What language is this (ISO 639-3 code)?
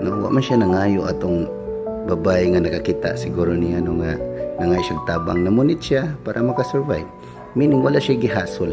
ceb